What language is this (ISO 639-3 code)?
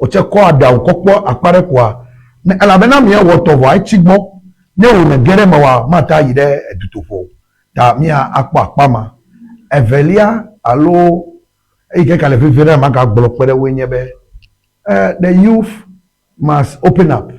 ewe